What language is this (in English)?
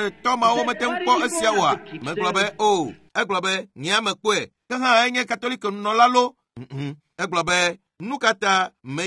Ewe